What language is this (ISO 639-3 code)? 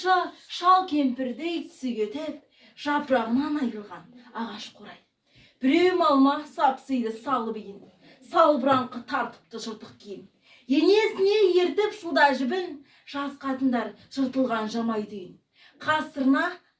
kaz